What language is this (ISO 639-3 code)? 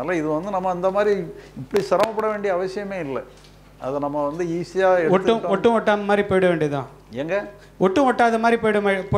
tam